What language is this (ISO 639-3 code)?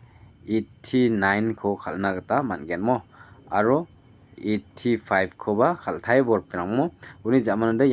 grt